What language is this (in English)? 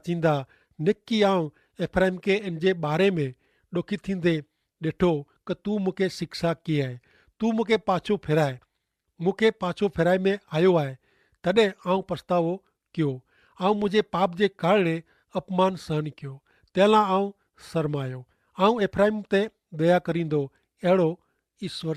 Kachhi